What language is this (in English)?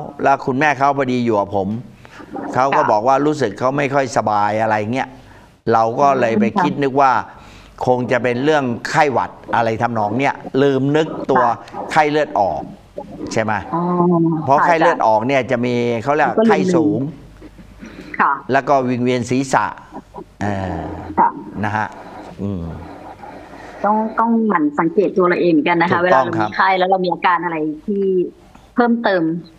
Thai